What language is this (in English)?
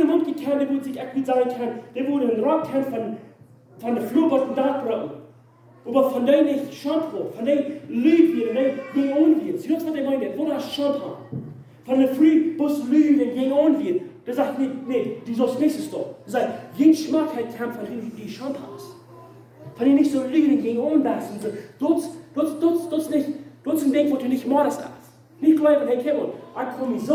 Plautdietsch